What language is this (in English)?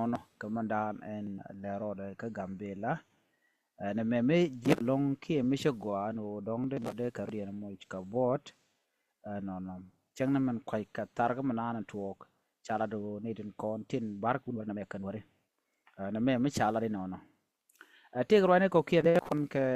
Nuer